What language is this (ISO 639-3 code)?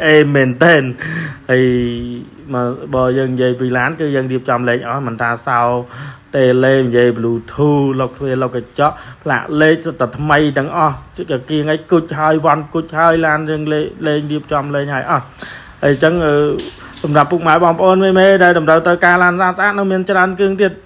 khm